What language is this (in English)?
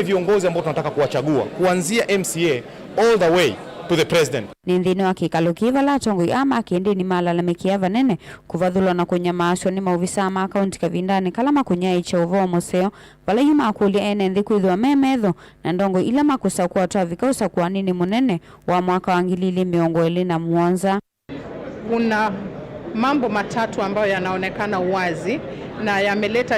Kamba